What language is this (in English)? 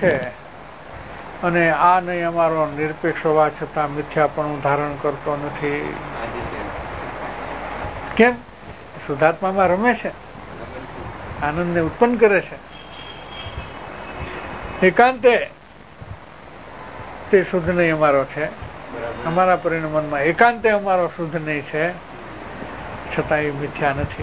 Gujarati